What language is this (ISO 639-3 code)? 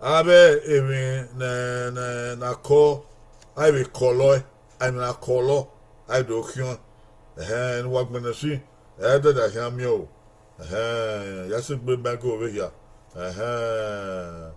bin